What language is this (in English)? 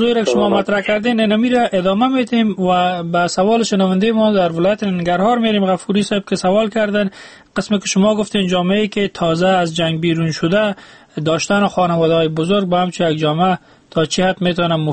Persian